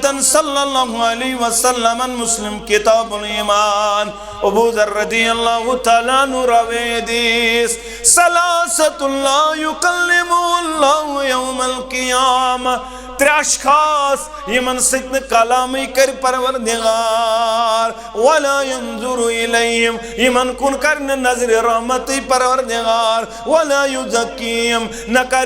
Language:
Kashmiri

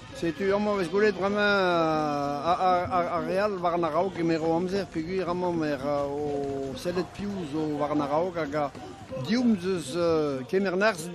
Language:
Breton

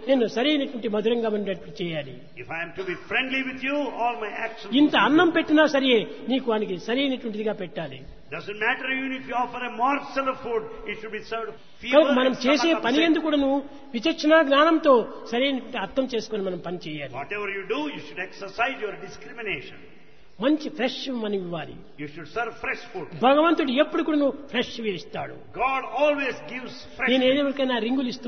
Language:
Telugu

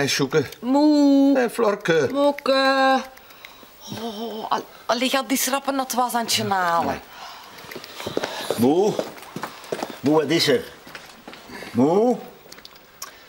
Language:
Dutch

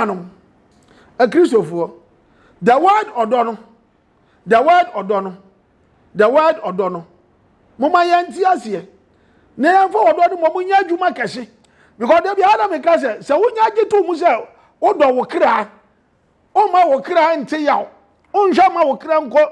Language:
Akan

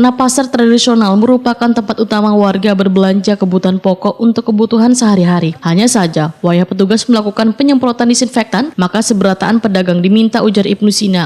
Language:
Banjar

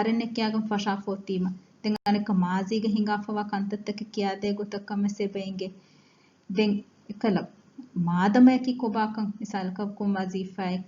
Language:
Divehi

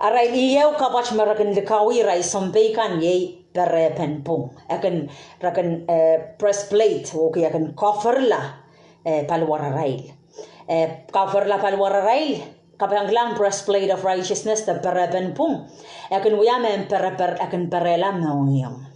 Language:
Pohnpeian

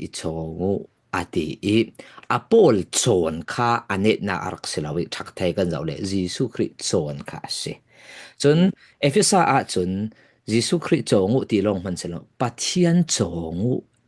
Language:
Falam Chin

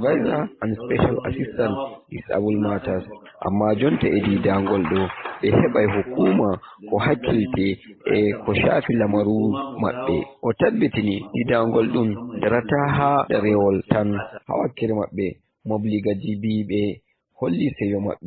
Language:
Nigerian Fulfulde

